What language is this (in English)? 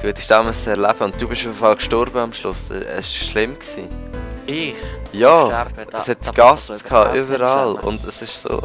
Swiss German